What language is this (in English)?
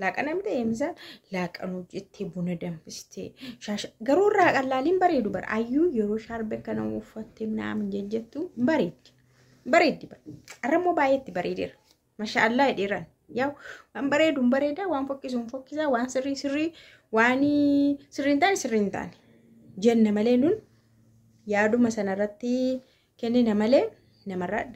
Oromo